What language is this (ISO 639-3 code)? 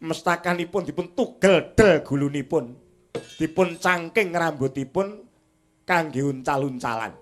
jav